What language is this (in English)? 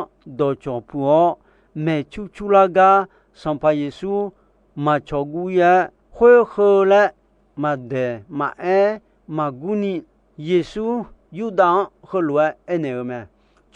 Akha